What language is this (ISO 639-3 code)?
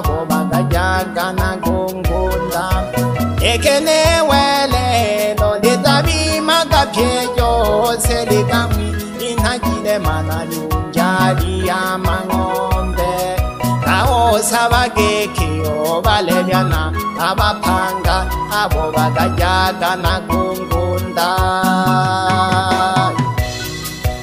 swa